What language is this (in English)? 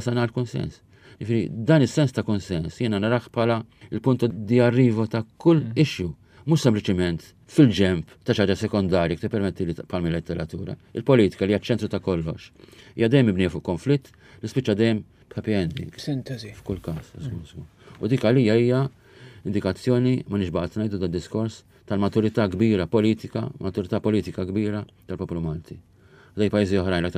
Maltese